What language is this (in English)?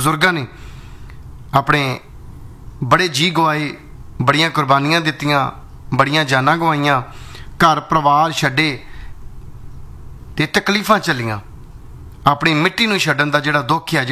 Punjabi